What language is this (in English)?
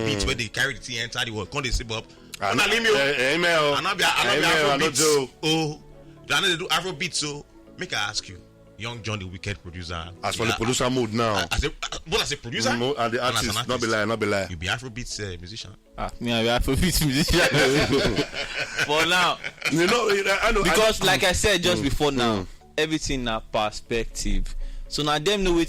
Nigerian Pidgin